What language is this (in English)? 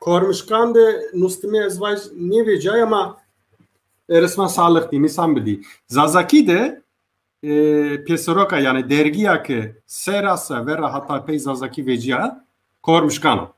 Zaza